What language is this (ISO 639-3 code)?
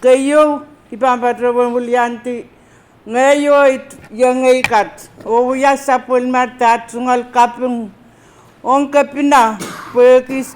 pon